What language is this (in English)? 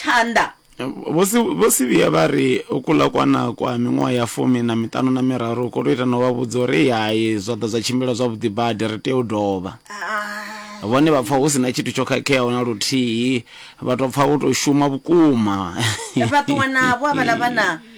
Venda